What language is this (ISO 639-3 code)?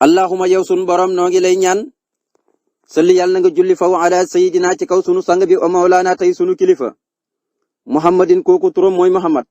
wol